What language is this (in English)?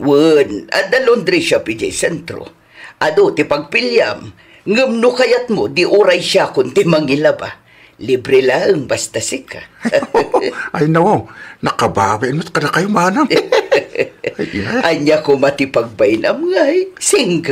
Iloko